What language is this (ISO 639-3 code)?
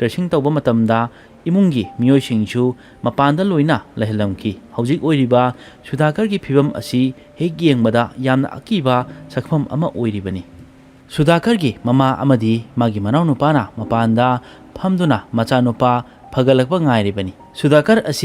mni